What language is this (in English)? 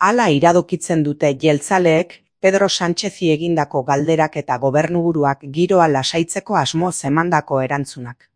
Basque